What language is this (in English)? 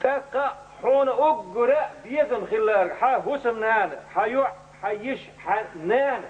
Chechen